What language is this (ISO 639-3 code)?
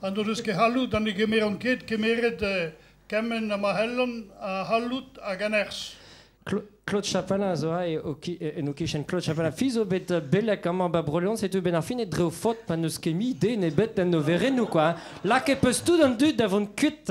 bre